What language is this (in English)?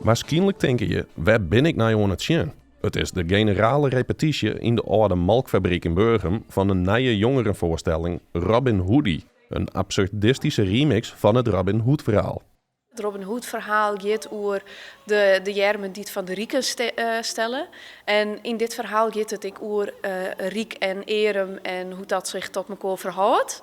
Western Frisian